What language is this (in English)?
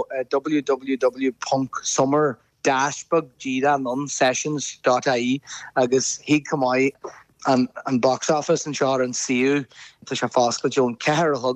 Irish